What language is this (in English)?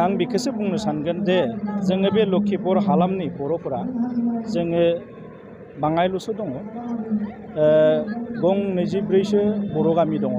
Bodo